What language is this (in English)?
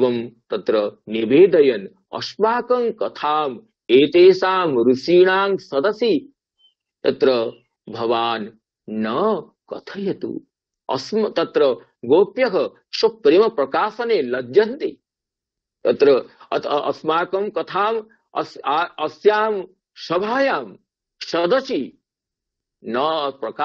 Sanskrit